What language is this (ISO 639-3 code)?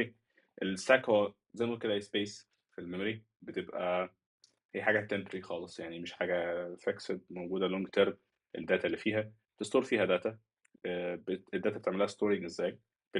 arz